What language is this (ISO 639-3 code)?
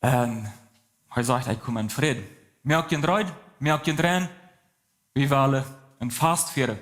pdt